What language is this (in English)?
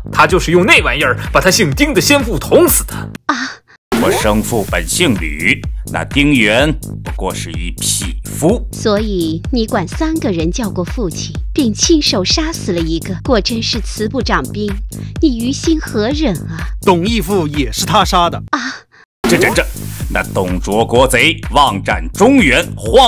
Chinese